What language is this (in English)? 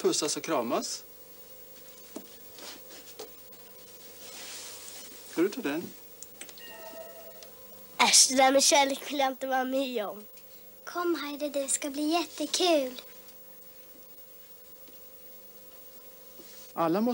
Swedish